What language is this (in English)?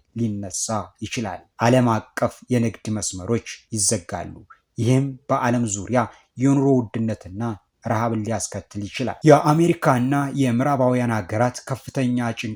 Amharic